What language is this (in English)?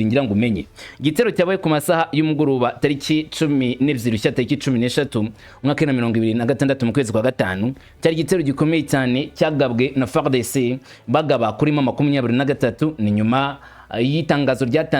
Kinyarwanda